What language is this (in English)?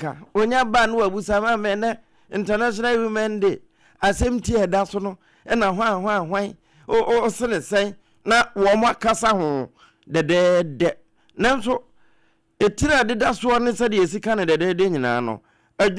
Akan